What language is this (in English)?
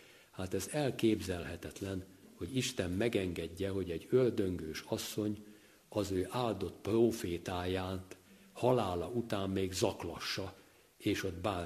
Hungarian